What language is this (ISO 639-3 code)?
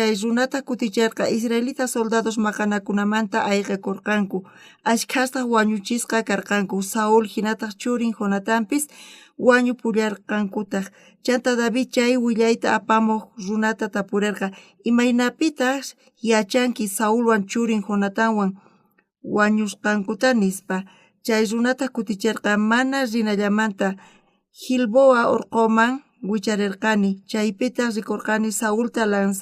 quh